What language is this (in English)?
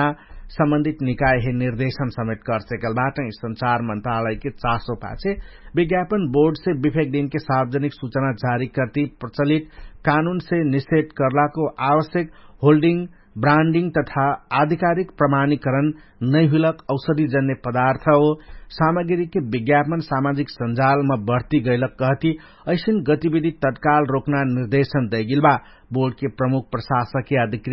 Dangaura Tharu